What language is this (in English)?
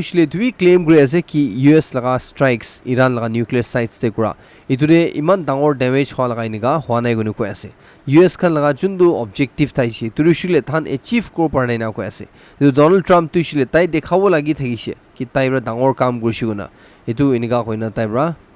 Naga Pidgin